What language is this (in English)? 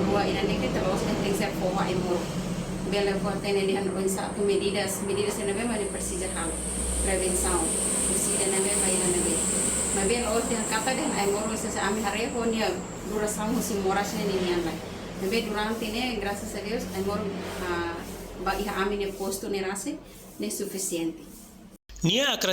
Tetum